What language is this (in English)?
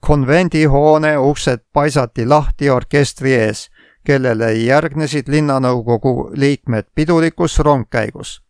Estonian